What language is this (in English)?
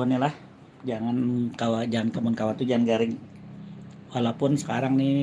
Banjar